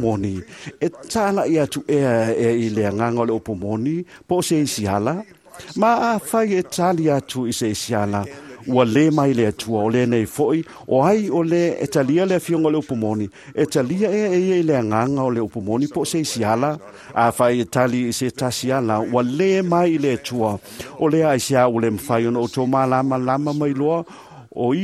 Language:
Samoan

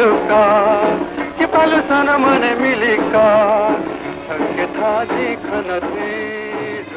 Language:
Newari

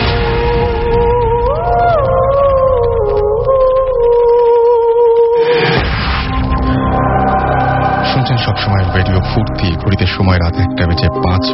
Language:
Bangla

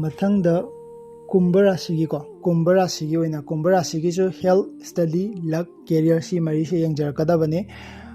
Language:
Manipuri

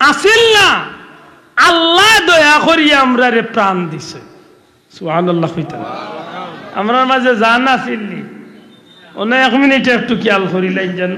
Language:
Sylheti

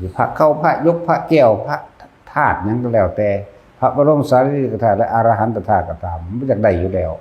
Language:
Northeastern Thai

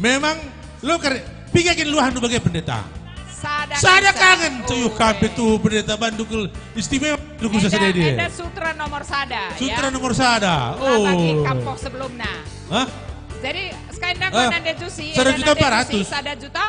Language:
Batak Karo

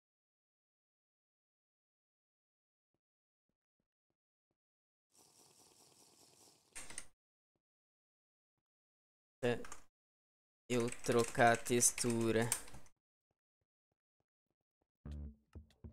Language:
Portuguese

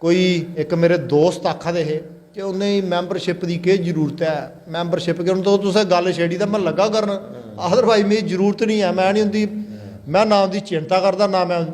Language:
Dogri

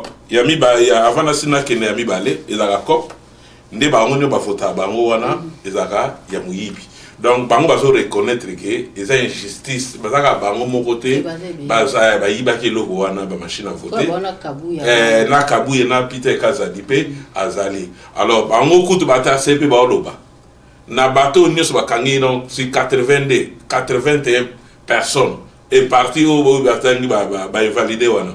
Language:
Lingala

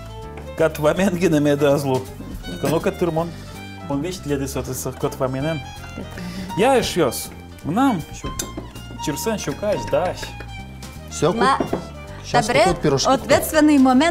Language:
Udmurt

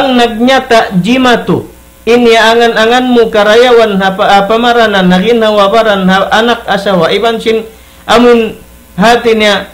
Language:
Tausug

